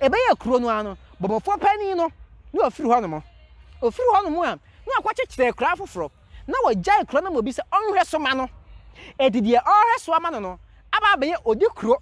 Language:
Akan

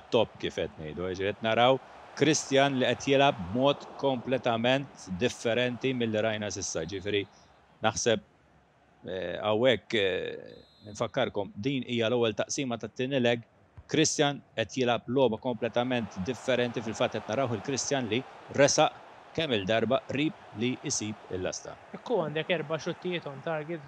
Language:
Maltese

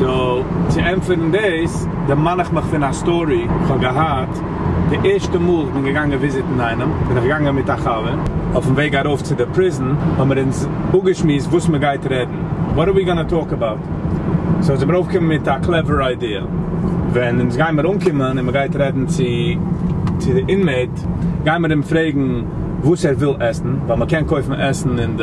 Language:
Yiddish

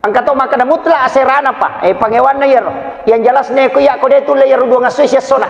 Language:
Buginese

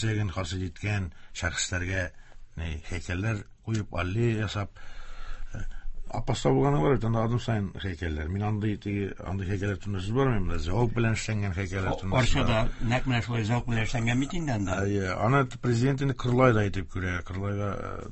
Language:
Tatar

